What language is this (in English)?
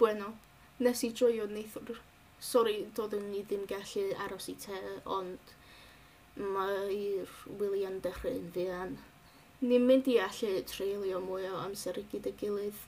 Welsh